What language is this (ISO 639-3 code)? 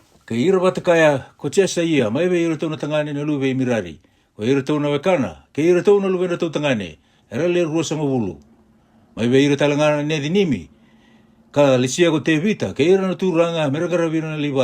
fij